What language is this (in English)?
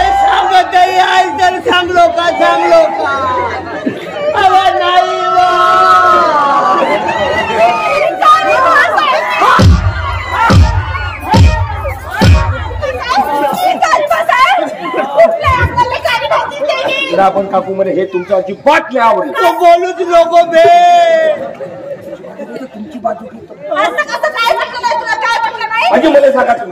Marathi